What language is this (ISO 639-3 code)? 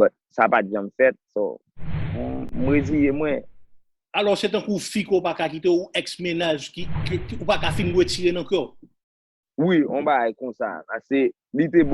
hat